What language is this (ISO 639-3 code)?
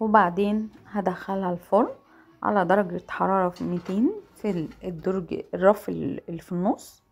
arz